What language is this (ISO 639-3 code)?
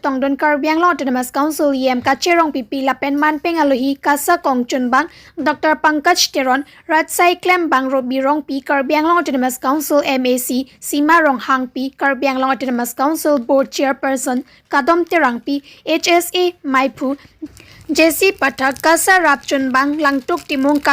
mjw